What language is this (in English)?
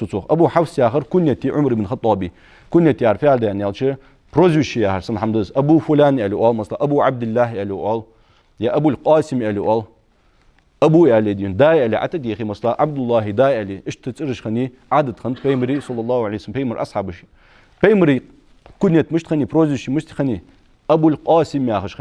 Ingush